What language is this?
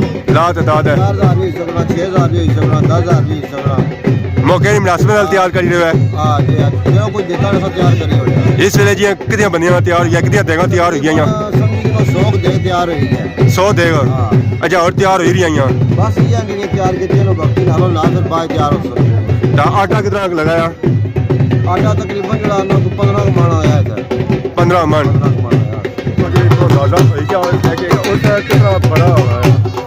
Pahari-Potwari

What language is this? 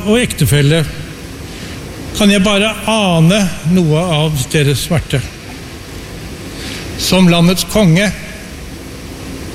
Norwegian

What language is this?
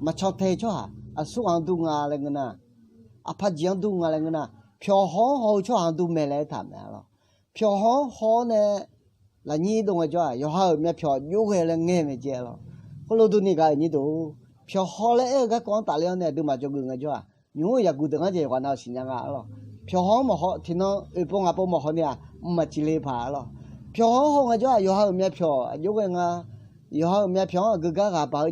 Akha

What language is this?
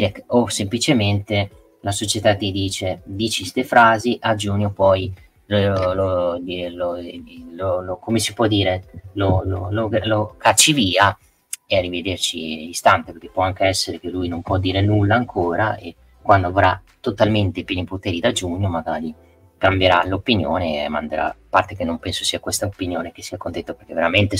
Italian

